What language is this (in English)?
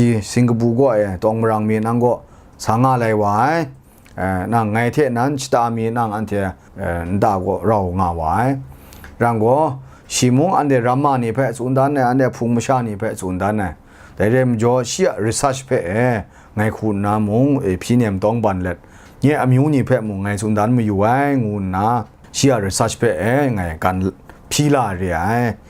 Kachin